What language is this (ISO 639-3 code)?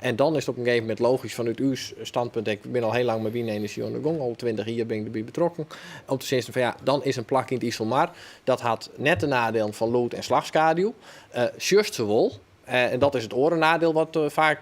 fry